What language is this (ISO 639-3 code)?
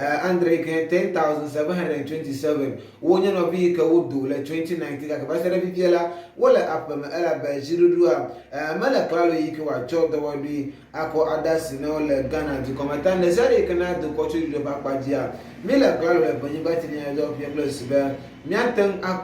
ewe